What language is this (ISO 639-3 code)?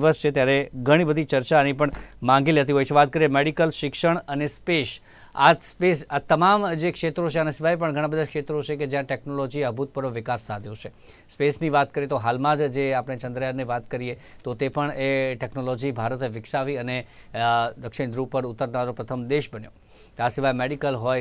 guj